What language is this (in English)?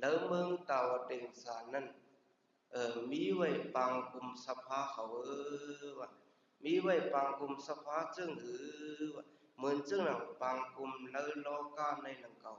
Shan